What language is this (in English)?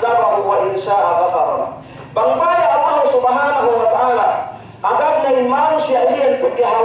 Yakan